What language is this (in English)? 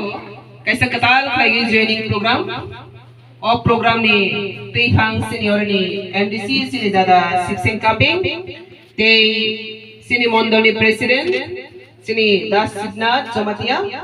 Kok Borok